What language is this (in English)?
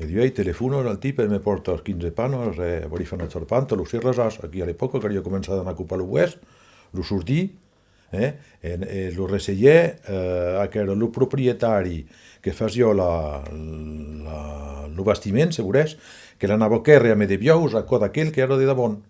Occitan